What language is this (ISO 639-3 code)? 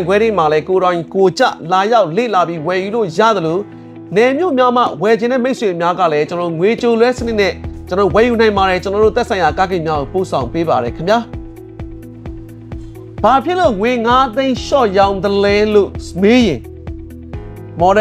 mya